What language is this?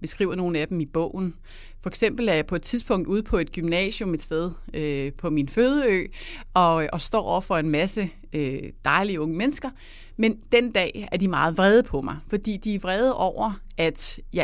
Danish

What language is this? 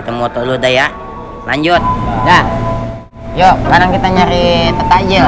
Betawi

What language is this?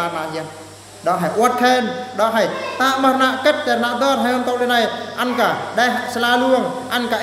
Eastern Bru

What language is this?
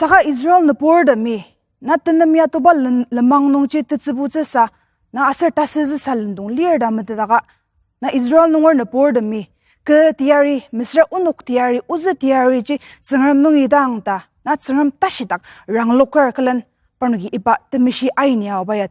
Ao Naga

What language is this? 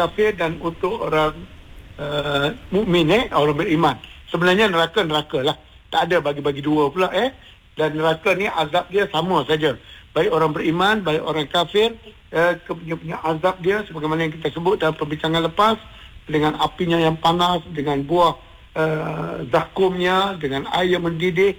Malay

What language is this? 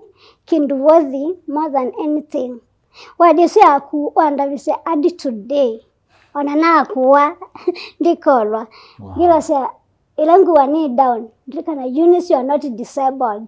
Kamba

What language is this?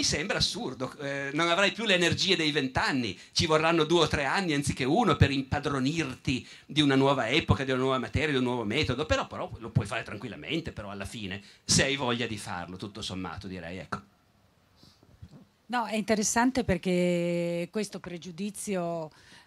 Italian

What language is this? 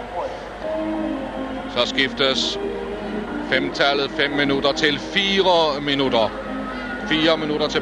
Danish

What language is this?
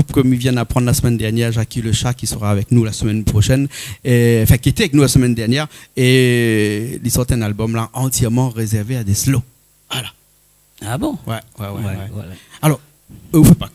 Réunion Creole French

